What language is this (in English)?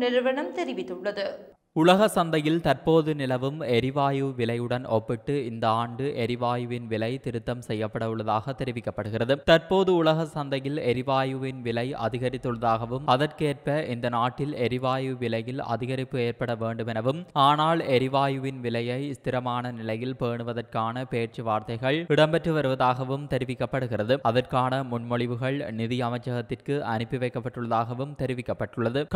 Tamil